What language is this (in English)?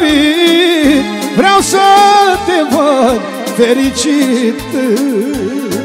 Romanian